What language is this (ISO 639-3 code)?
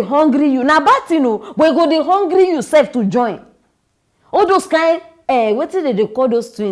pcm